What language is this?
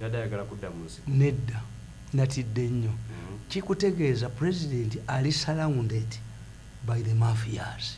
Ganda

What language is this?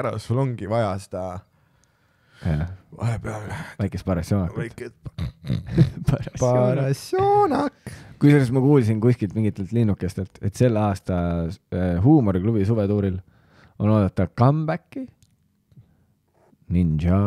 Estonian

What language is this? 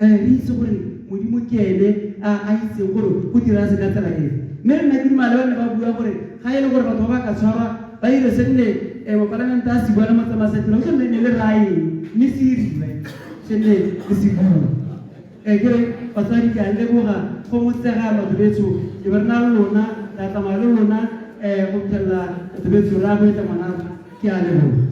Tswana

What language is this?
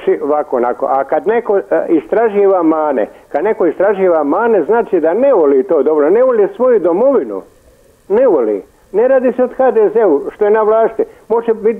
Croatian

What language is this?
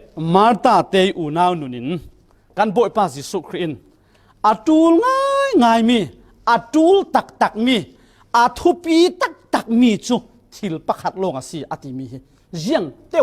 Falam Chin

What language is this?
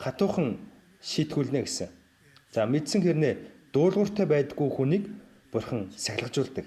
Mongolian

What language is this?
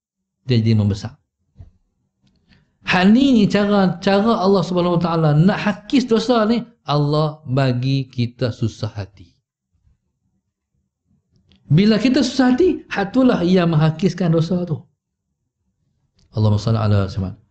Malay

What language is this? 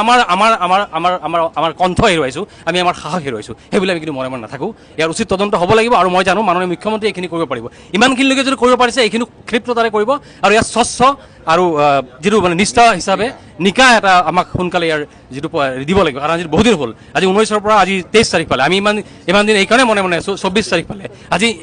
Assamese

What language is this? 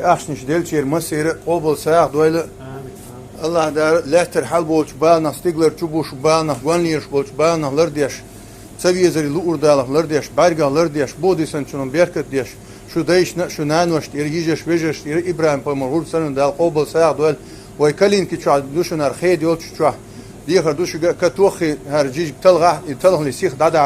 Chechen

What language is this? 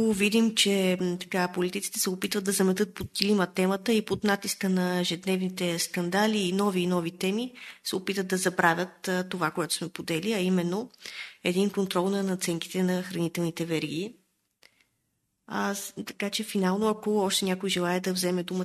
Bulgarian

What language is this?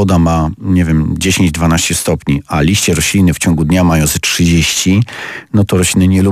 Polish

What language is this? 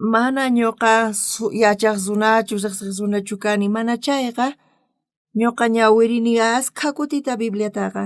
South Bolivian Quechua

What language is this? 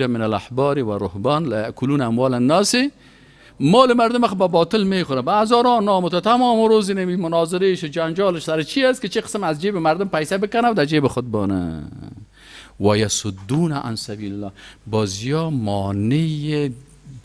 Persian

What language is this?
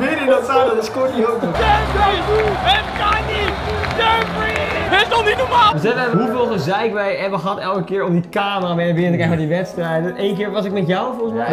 Dutch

